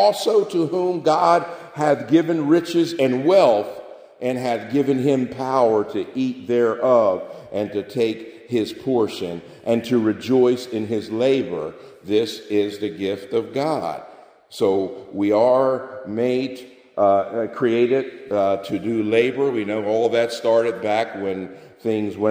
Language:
English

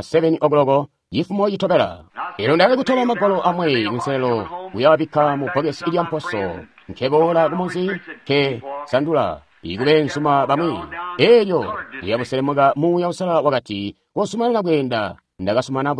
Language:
Tonga (Zambia)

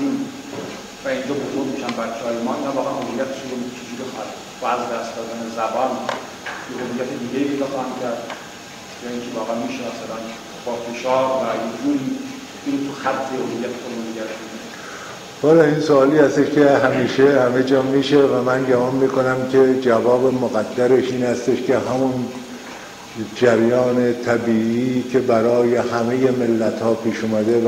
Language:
Persian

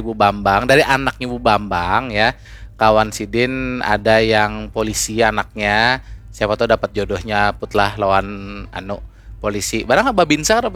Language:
Banjar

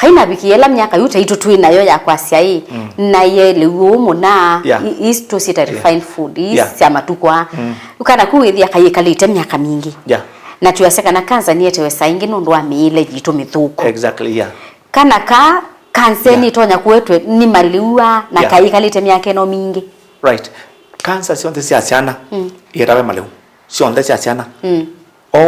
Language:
Kamba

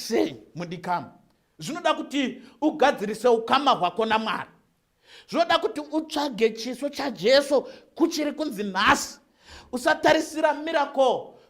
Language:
Shona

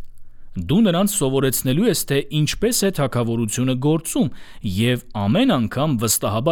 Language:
Armenian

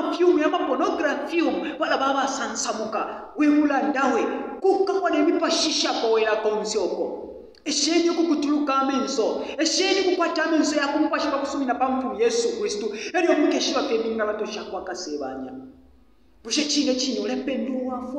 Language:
Bemba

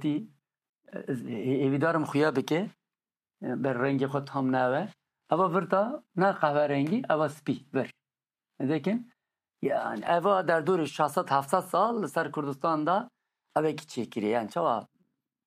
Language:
Kurdish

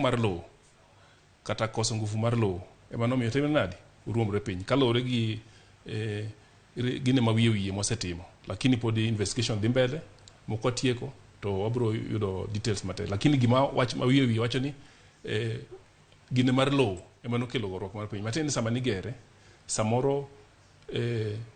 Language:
Luo (Kenya and Tanzania)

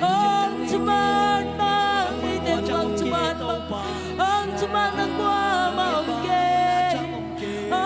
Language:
Tedim Chin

